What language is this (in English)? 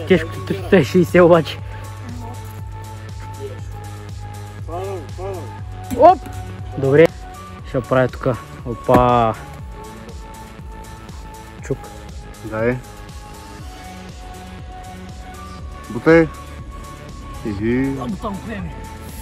Bulgarian